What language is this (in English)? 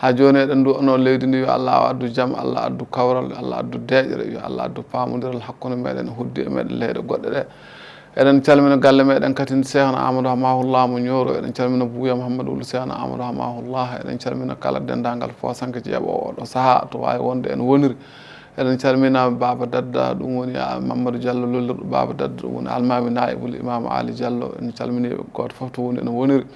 Fula